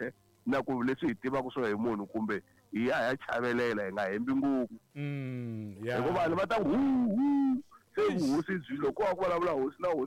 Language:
Tsonga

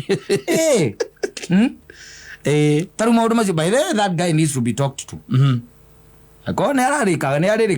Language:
Kikuyu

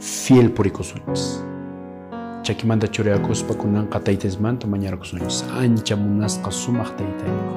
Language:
Quechua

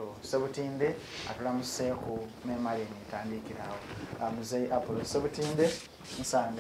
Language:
Ganda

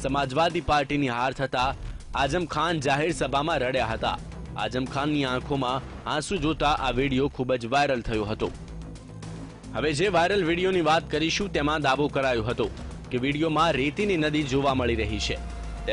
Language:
Gujarati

